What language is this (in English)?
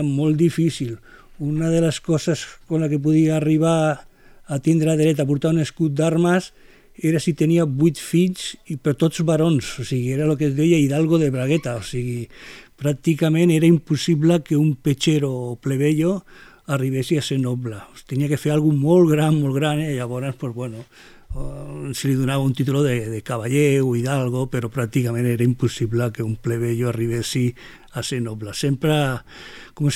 Catalan